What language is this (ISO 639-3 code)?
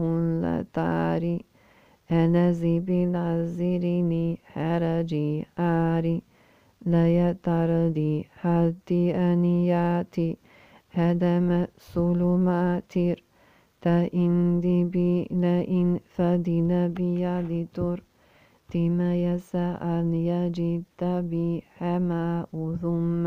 ara